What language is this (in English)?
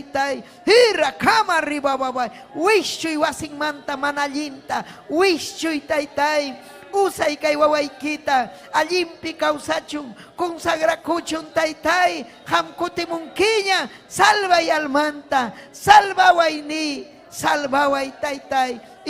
Ayacucho Quechua